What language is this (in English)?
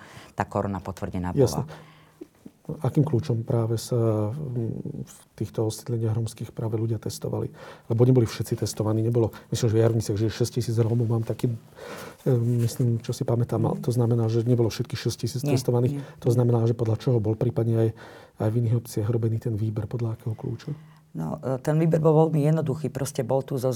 Slovak